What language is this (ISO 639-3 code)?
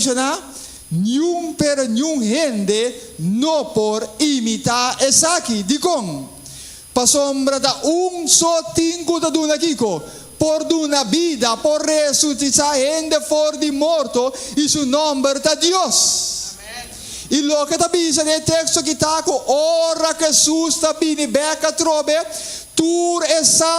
pap